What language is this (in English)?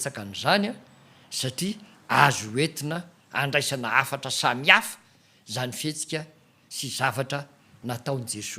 Malagasy